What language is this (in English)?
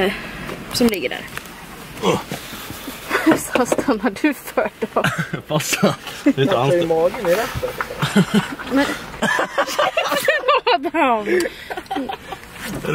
Swedish